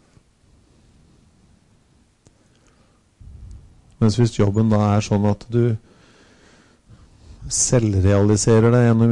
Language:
Norwegian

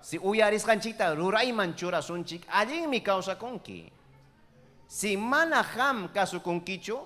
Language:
Ayacucho Quechua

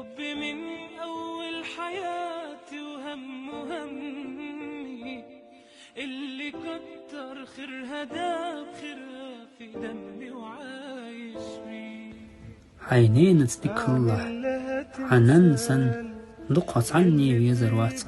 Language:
Chechen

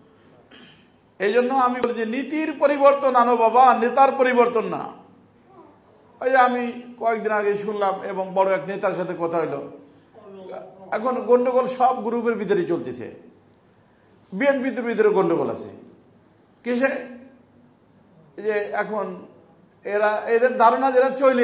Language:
Bangla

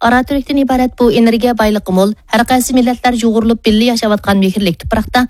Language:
Uyghur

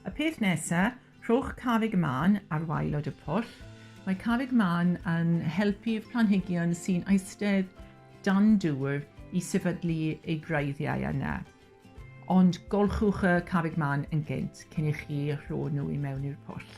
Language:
Welsh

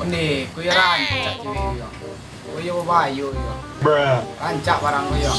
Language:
Minangkabau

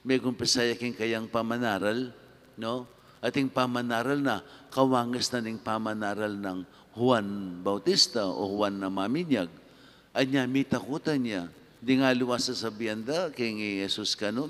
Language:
Pampanga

